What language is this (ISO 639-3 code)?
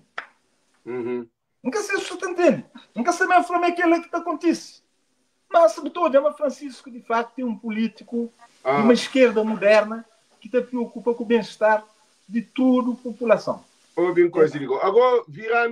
kea